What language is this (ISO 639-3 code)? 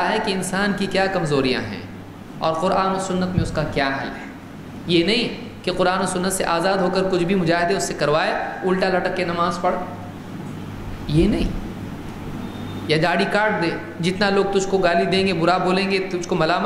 urd